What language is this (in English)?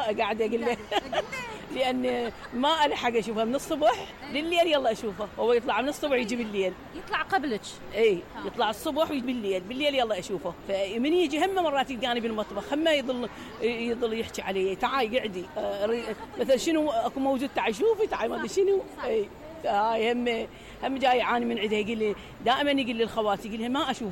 Mesopotamian Arabic